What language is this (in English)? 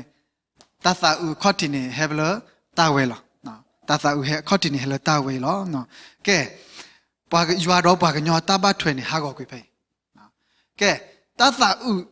S'gaw Karen